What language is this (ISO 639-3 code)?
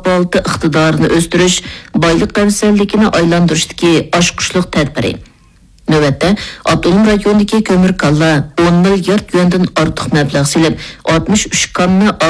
uig